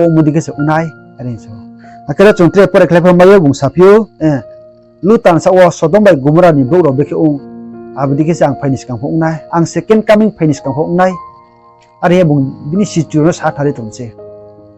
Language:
Riang (India)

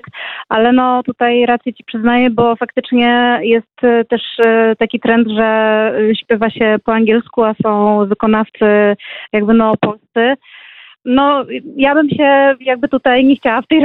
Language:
Polish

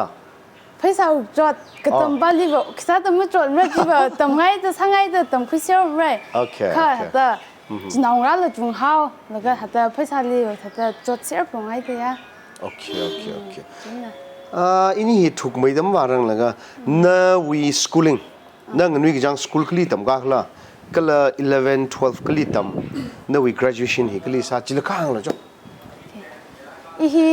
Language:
Tangkhul Naga (India)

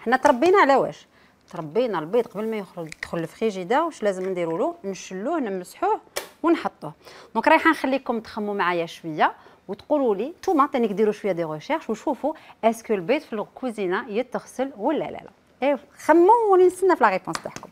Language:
Algerian Arabic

